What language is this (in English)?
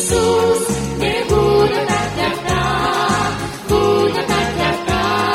Romanian